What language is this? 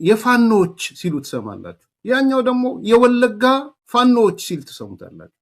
Amharic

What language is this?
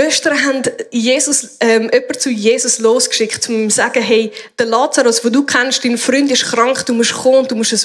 Swiss German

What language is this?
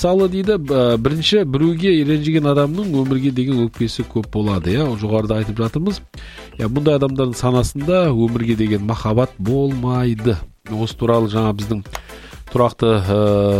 Kazakh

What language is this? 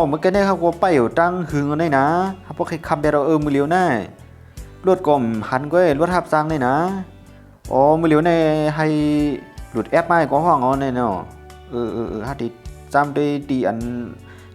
Shan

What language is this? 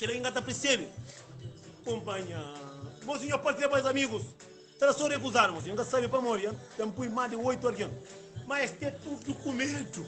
Kabuverdianu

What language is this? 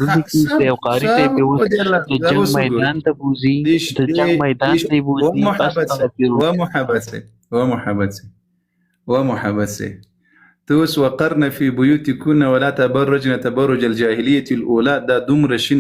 Pashto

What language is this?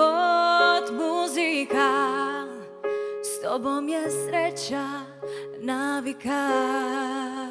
Croatian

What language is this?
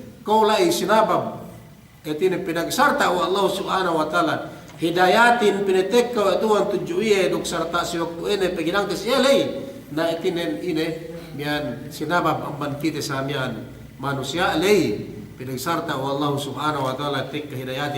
Yakan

